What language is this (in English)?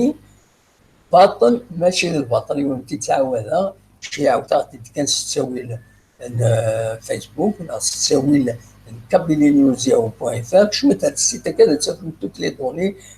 Kabyle